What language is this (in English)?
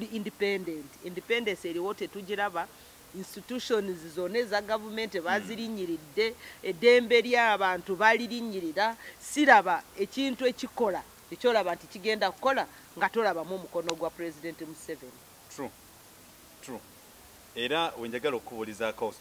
Ganda